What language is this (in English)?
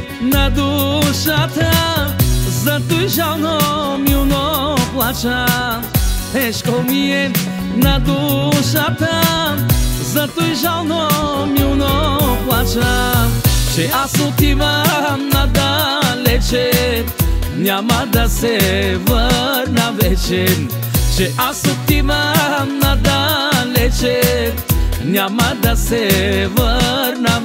Bulgarian